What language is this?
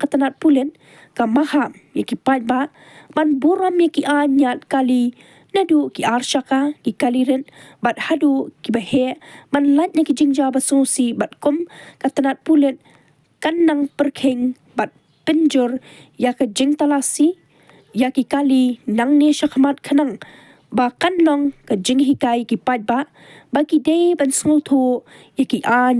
Khasi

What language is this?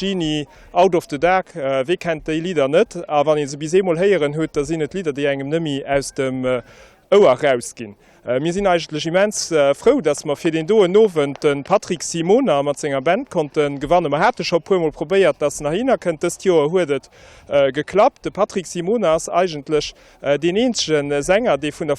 Luxembourgish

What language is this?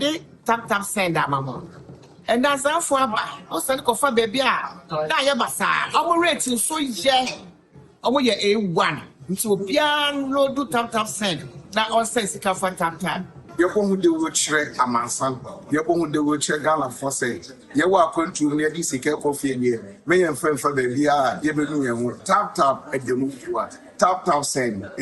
Akan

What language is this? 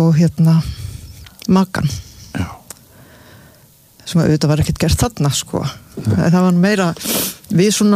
Icelandic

